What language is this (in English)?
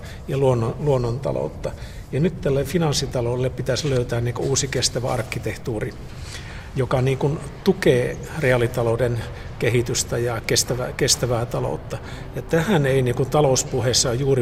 Finnish